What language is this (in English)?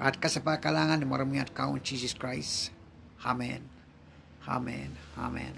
Pohnpeian